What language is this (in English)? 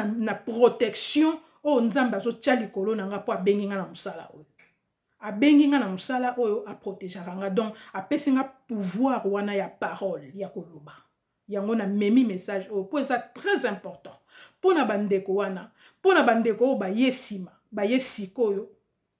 Lingala